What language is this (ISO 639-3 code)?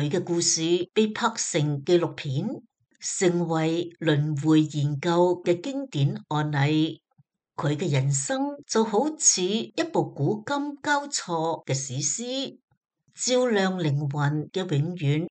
yue